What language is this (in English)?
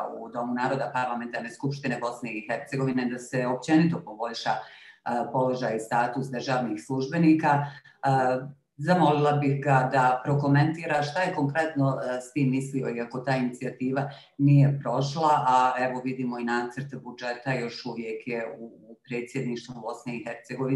Bosnian